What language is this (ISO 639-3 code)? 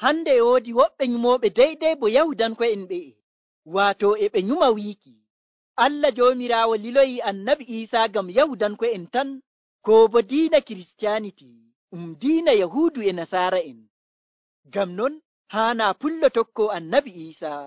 fuv